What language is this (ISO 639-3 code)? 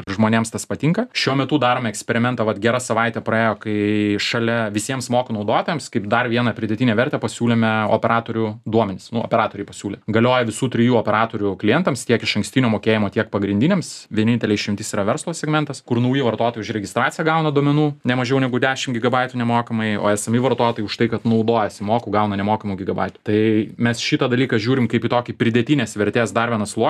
lit